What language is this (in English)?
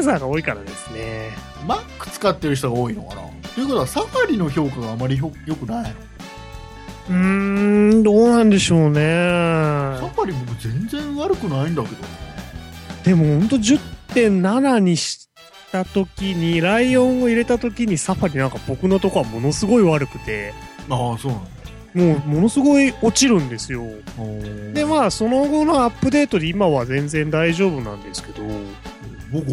Japanese